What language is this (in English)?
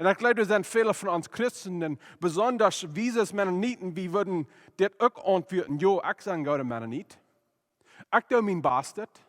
Plautdietsch